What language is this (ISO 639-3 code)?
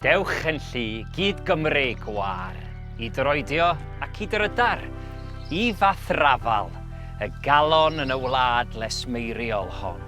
cym